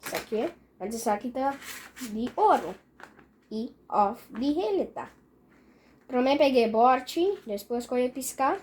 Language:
Papiamento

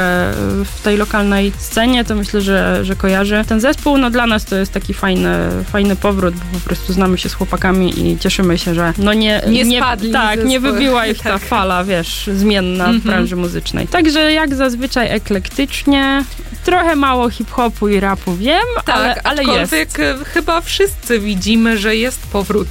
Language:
Polish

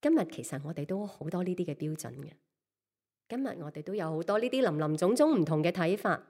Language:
Cantonese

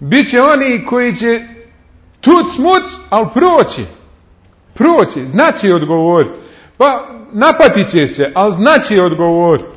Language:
Bosnian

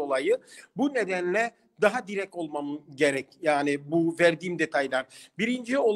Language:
Turkish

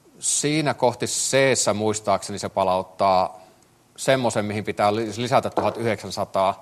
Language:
Finnish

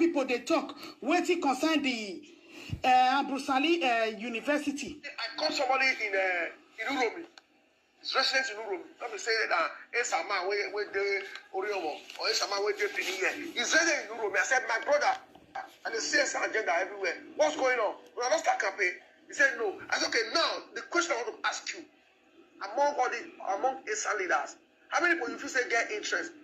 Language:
Nigerian Pidgin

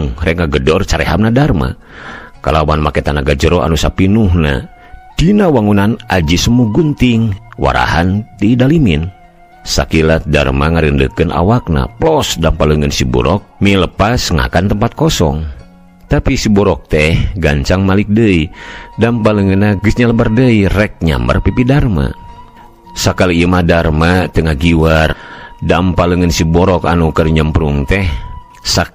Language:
Sundanese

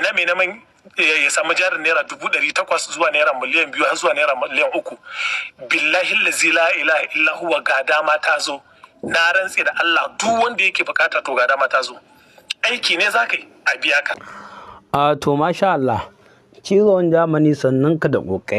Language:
Hausa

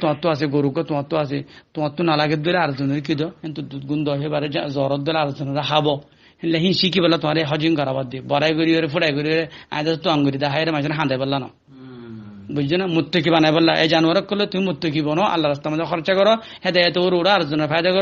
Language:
Rohingya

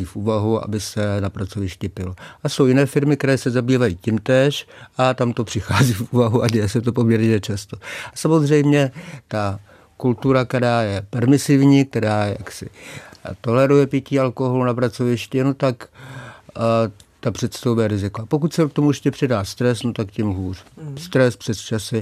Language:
Czech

